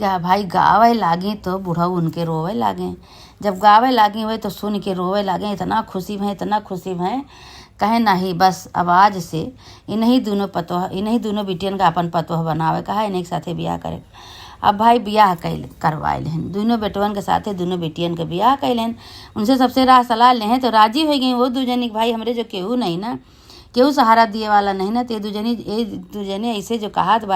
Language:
Awadhi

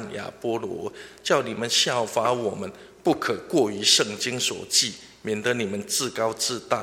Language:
Chinese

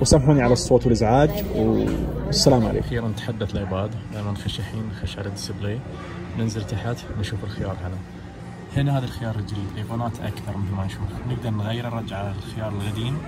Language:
Najdi Arabic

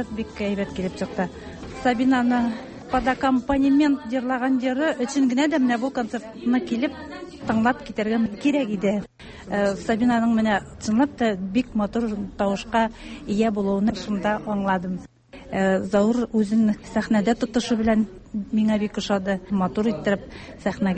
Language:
Tatar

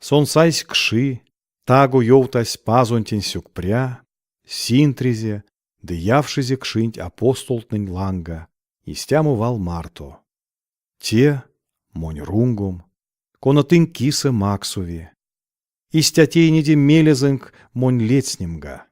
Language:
Erzya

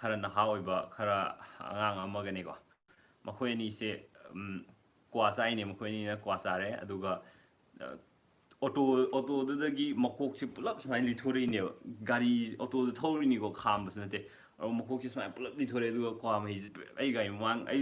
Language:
Manipuri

